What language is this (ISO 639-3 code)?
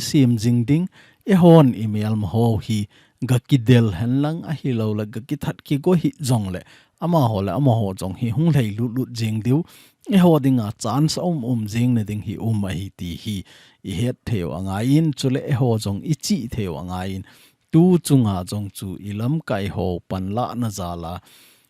tcz